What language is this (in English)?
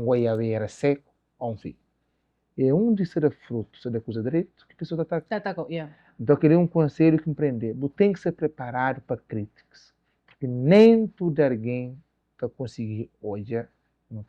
Kabuverdianu